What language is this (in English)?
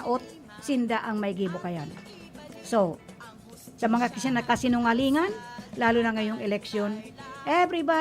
Bikol